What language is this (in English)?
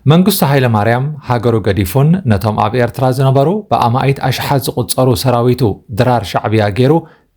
Tigrinya